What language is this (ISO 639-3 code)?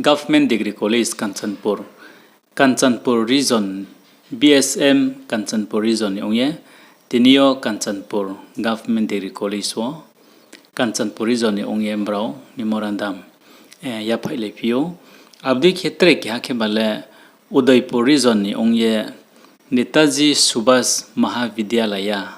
ria